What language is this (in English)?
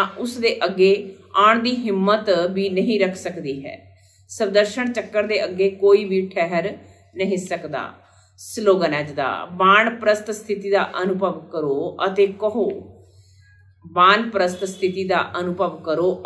Punjabi